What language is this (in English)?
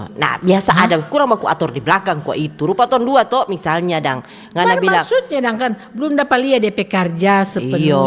Manado Malay